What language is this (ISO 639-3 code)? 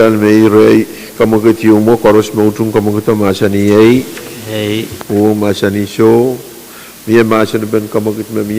pon